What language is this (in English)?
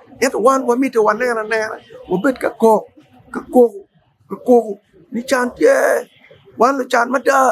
Acoli